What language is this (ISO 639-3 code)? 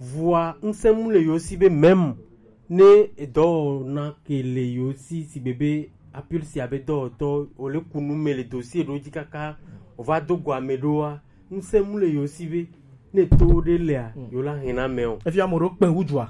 gej